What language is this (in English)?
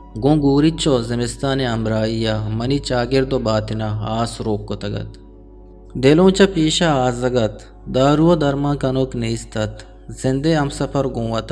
Eastern Balochi